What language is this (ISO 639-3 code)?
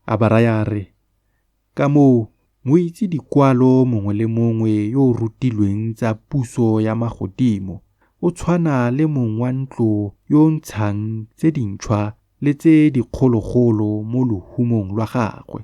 tsn